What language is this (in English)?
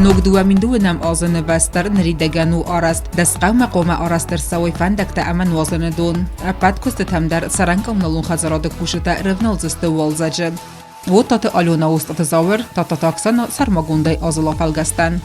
Ossetic